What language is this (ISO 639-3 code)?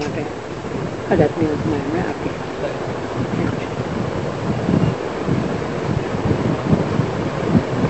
guj